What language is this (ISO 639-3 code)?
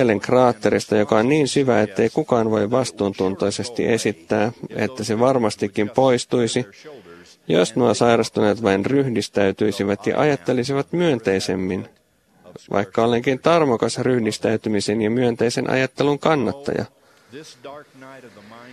fin